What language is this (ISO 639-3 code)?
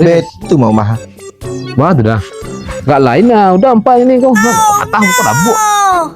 min